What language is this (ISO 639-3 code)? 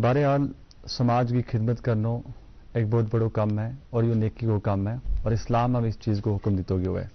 gju